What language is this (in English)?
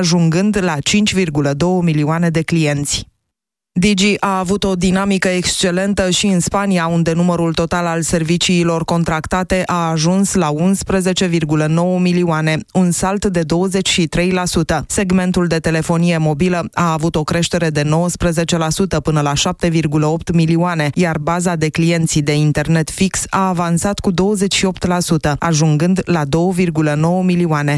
Romanian